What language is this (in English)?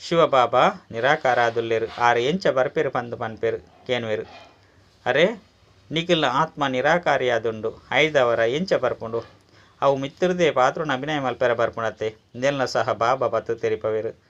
Tulu